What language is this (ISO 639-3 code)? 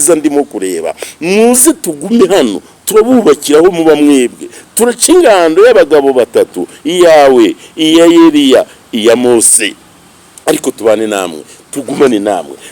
kin